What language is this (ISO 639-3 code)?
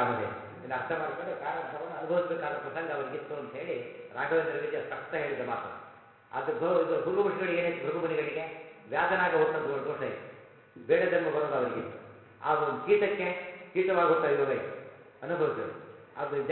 kan